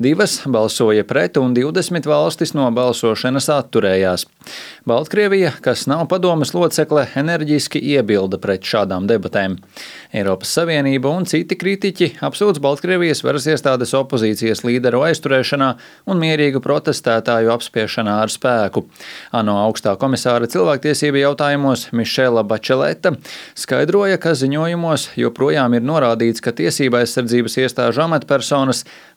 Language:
Latvian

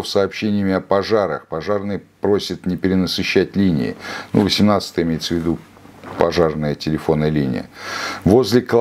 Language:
Russian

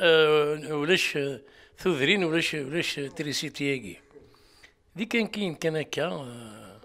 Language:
Kabyle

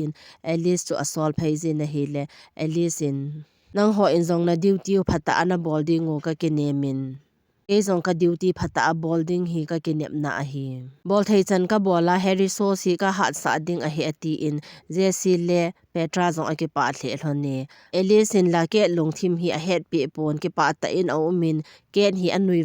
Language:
Thado Chin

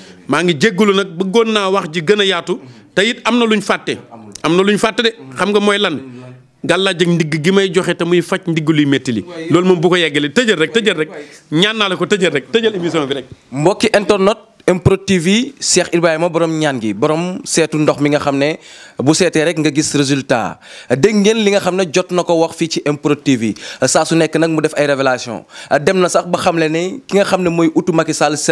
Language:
Wolof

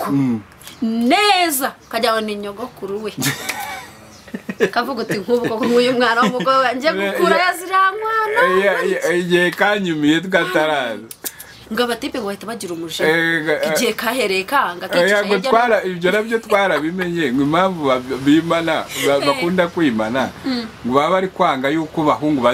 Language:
Kinyarwanda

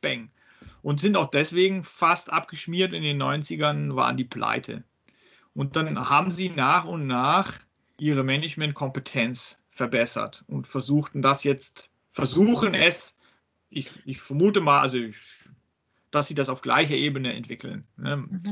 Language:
German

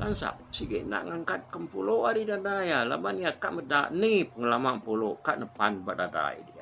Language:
Iban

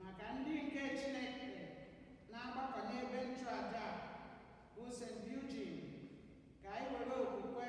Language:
Igbo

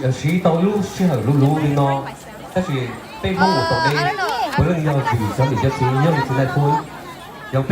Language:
Hmong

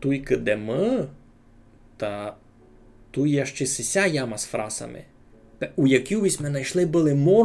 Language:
Rusyn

